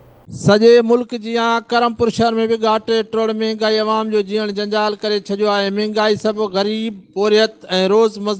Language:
Sindhi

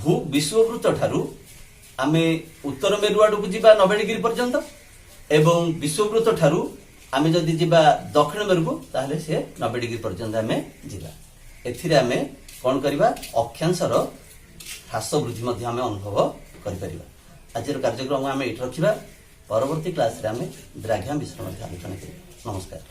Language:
Odia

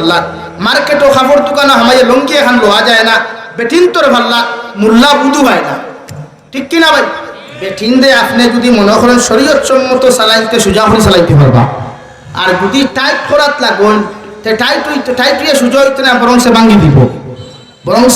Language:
Sylheti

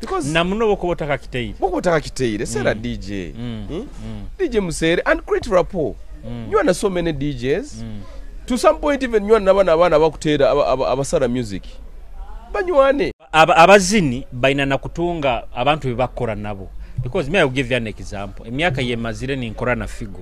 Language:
Nyoro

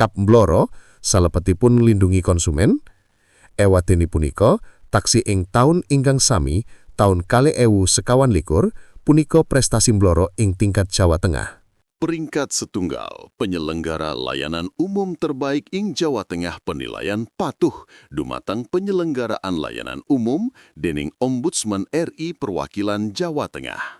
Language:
Javanese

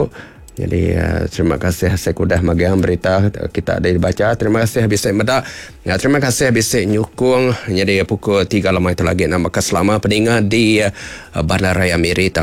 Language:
Iban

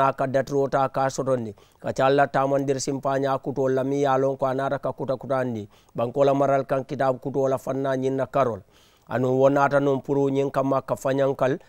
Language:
Mandingo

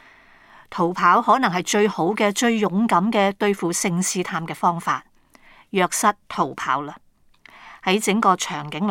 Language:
Cantonese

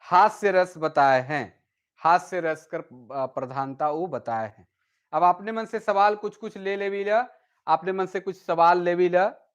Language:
Sadri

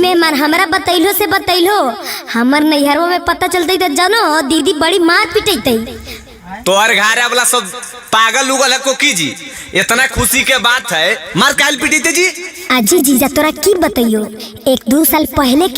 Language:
Magahi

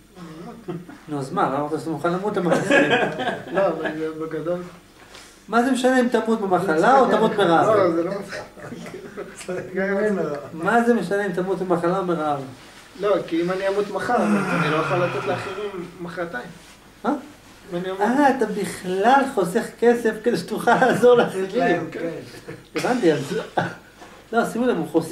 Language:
Hebrew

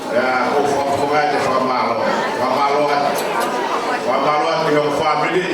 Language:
Tongan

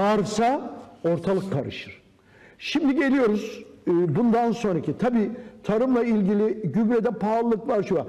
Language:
Turkish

